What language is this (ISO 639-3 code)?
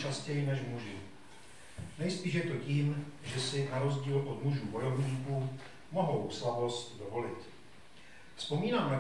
ces